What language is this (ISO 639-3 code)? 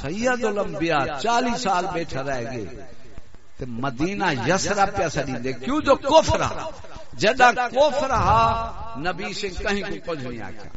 skr